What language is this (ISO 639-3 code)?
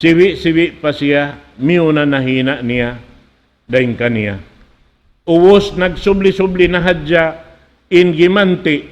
tsg